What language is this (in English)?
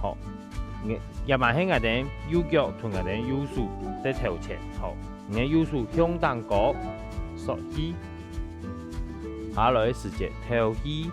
Hakka Chinese